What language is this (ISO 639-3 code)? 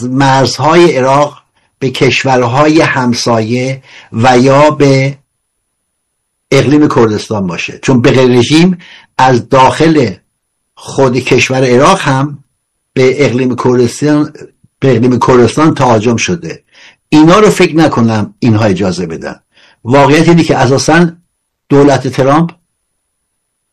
fas